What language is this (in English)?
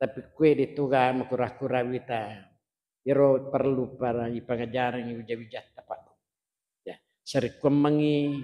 Buginese